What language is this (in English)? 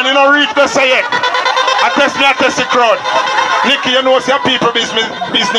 Jamaican Creole English